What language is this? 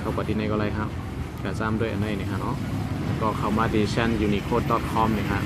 Shan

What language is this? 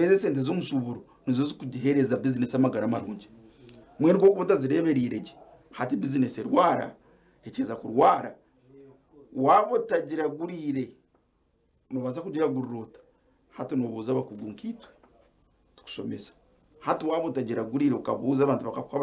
Nyankole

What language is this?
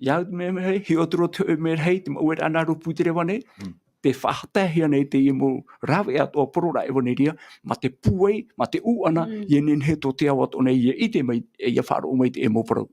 Tahitian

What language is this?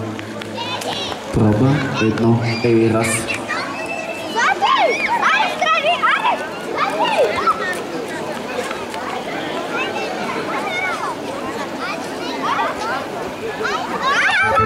Bulgarian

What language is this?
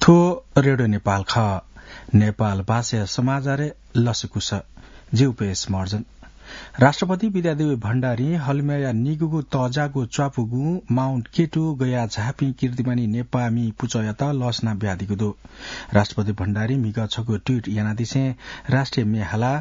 Newari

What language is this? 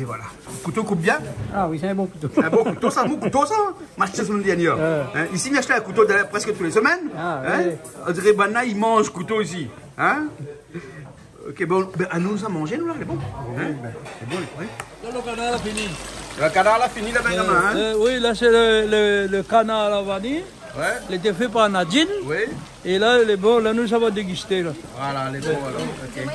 Réunion Creole French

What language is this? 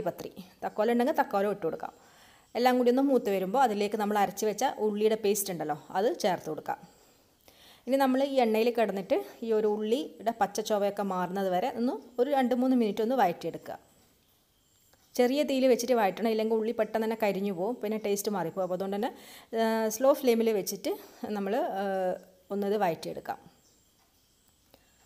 Malayalam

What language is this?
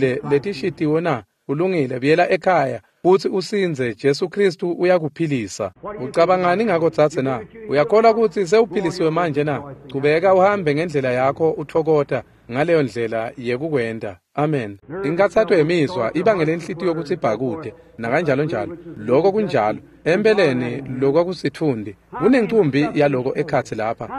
Swati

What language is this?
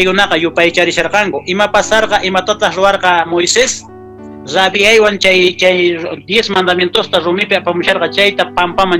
Quechua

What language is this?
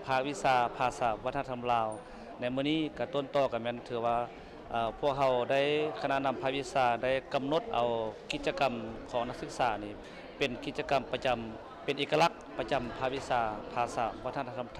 Lao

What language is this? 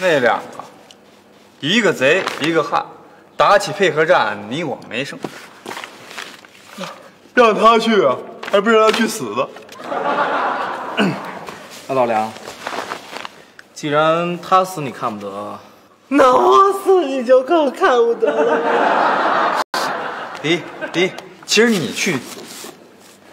Chinese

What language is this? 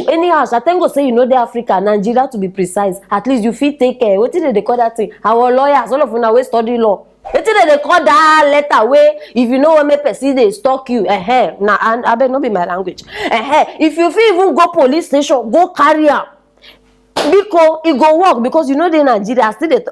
Nigerian Pidgin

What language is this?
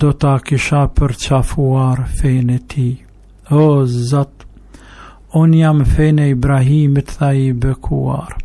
Albanian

